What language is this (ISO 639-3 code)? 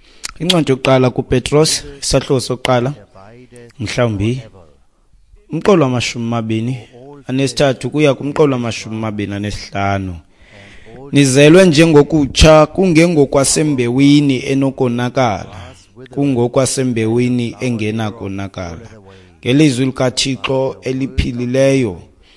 xho